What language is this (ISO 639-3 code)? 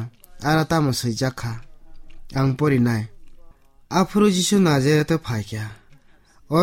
trp